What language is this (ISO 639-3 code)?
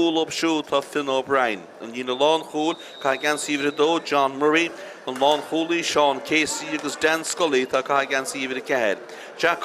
gle